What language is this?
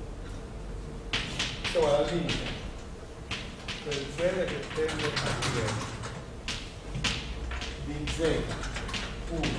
Italian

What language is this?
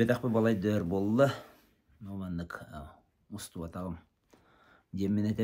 Yakut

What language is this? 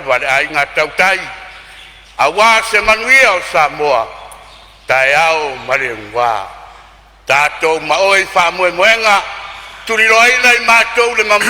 Samoan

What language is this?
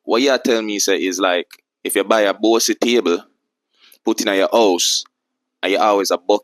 Jamaican Creole English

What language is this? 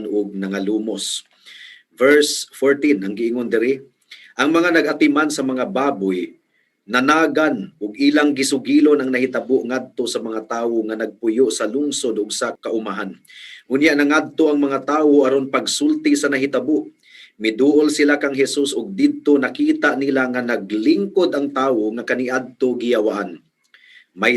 Cebuano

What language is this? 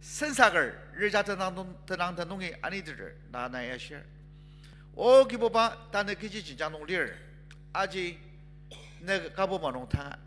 Ao Naga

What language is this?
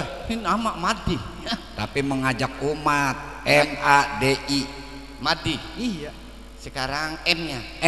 Betawi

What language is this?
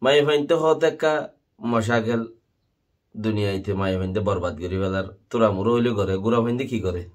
Rohingya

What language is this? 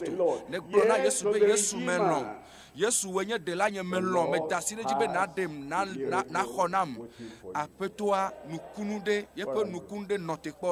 Ewe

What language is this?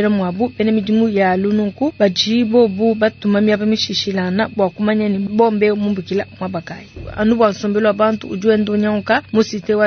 Luba-Lulua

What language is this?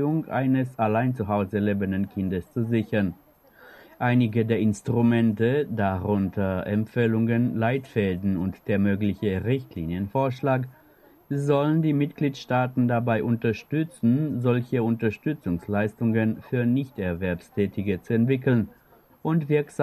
German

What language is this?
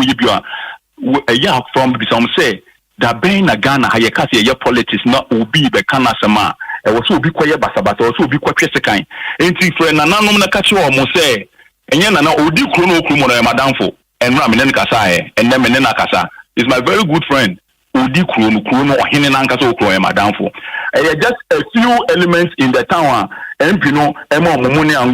Akan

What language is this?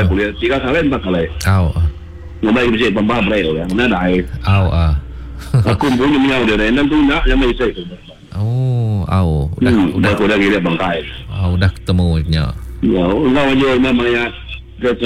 Malay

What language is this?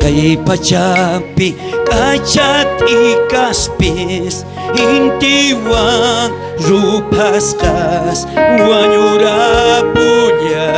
South Bolivian Quechua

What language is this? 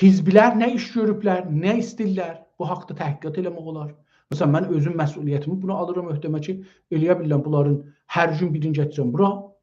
South Azerbaijani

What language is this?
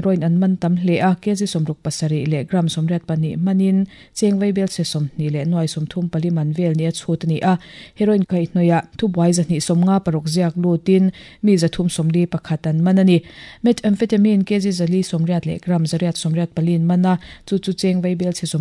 Mizo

